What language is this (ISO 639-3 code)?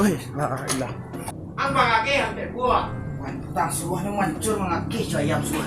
min